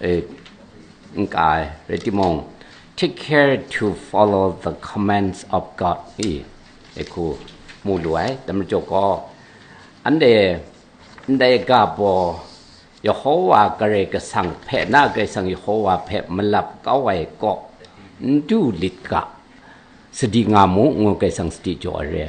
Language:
Kachin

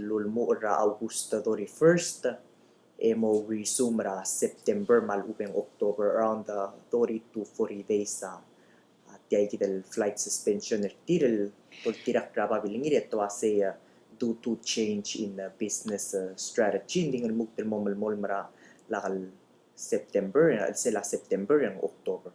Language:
Palauan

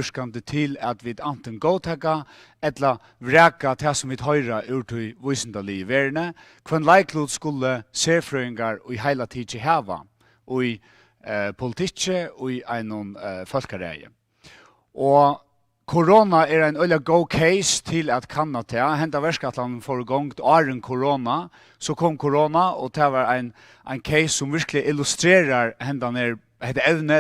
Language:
Faroese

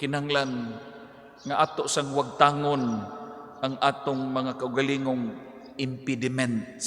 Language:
Cebuano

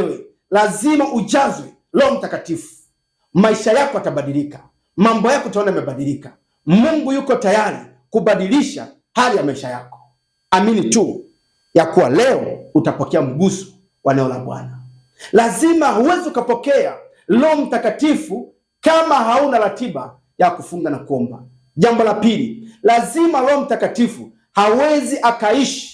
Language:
Swahili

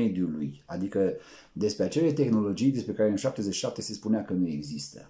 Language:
Romanian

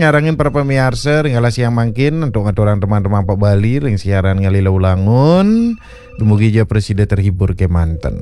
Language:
Balinese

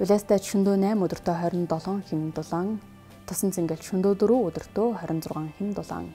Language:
Mongolian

